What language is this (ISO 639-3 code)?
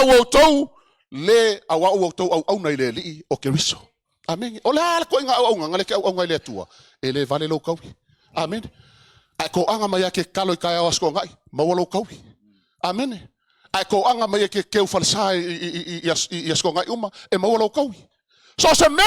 smo